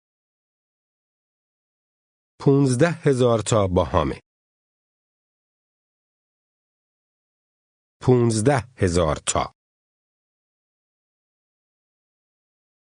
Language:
Persian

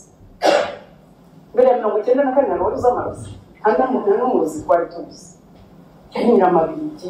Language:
Kinyarwanda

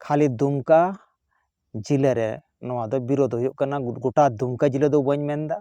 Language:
Santali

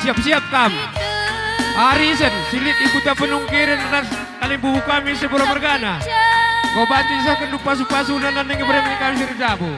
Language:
Batak Karo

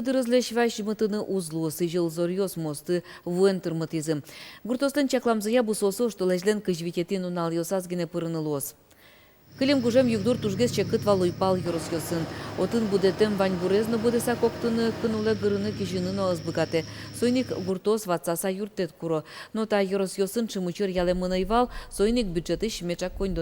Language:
Udmurt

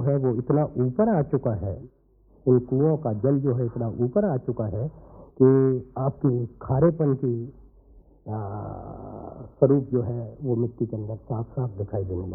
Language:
Hindi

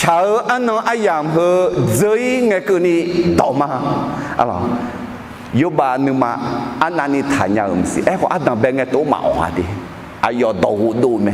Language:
Akha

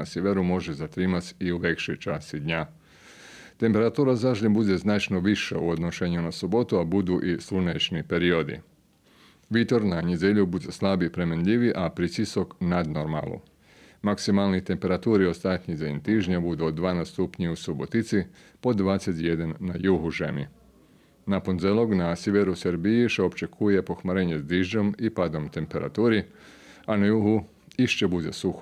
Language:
Rusyn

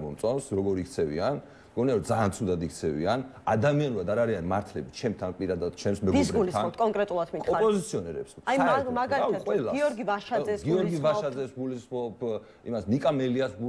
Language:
Georgian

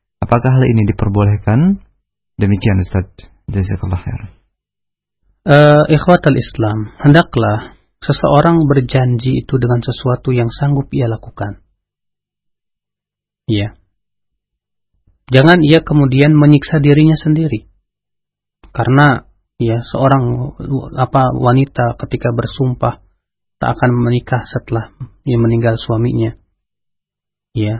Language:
Indonesian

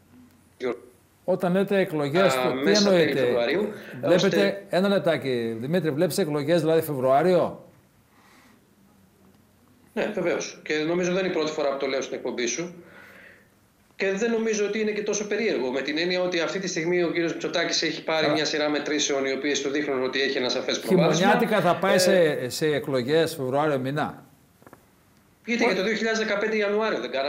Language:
Greek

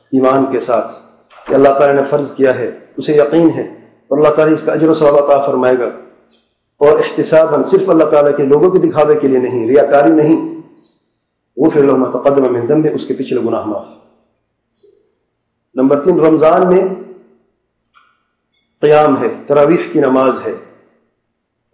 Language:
Urdu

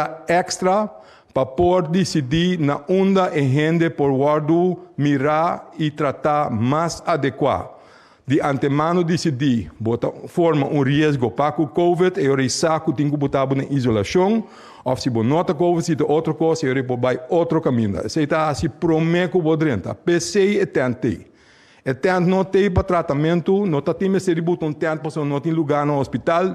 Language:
Papiamento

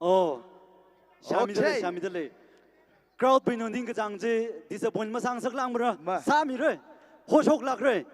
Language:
Tangkhul Naga (India)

